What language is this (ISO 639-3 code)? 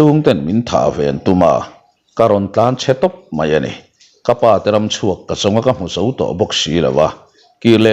lus